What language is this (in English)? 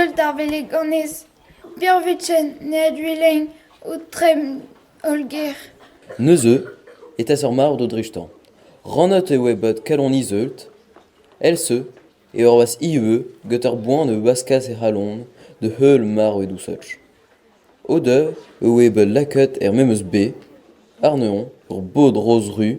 Breton